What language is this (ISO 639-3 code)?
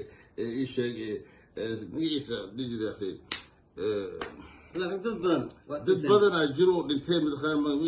som